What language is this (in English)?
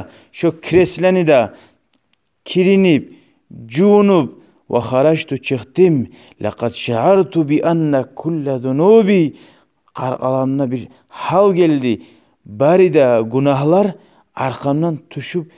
Kumyk